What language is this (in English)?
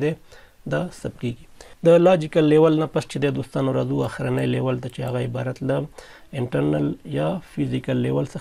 Pashto